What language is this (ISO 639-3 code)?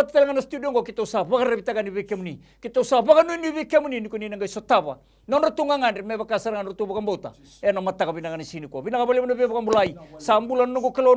fij